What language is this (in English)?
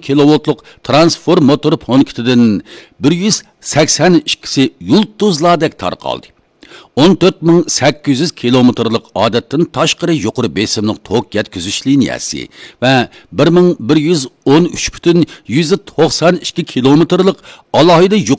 Uyghur